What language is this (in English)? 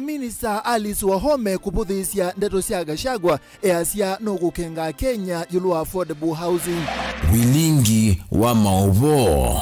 Kamba